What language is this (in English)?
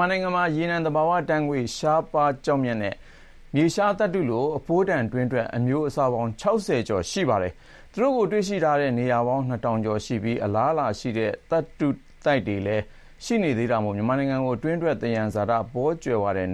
Burmese